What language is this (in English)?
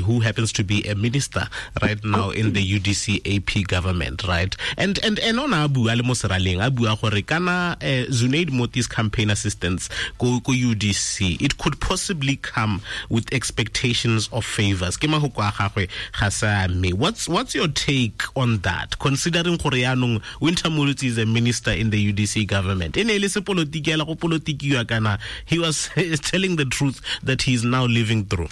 Tswana